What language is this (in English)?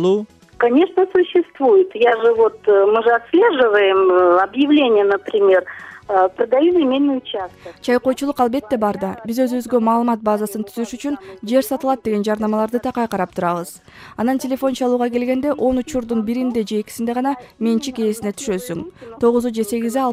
Kyrgyz